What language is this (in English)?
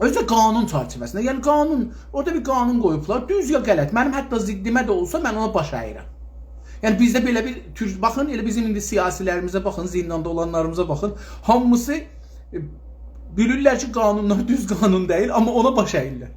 South Azerbaijani